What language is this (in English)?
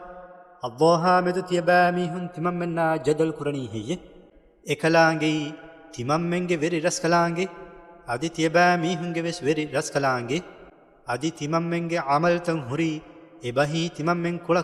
Divehi